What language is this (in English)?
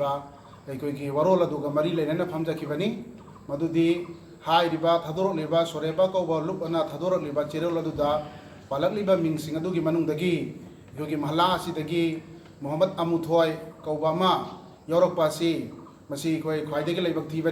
Manipuri